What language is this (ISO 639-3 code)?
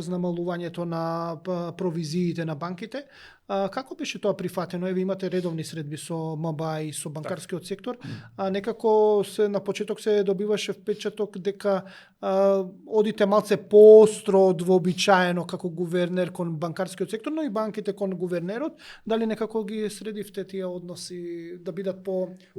mkd